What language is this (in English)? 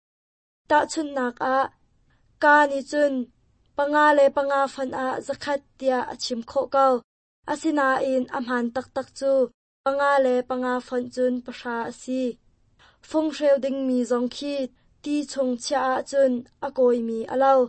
Hakha Chin